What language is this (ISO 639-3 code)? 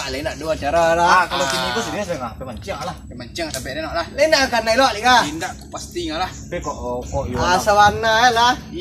min